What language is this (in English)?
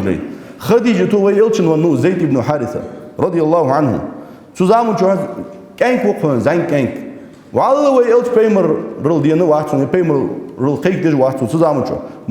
Ingush